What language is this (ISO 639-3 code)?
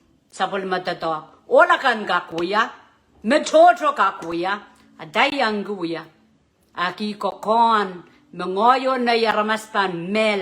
pon